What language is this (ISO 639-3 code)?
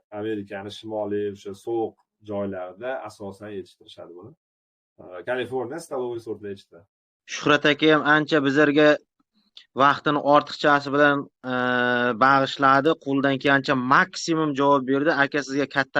uzb